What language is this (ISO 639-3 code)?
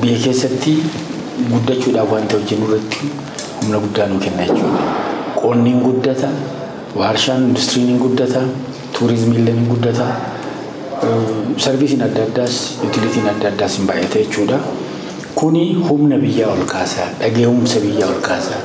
orm